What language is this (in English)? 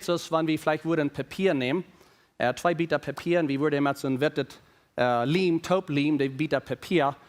Plautdietsch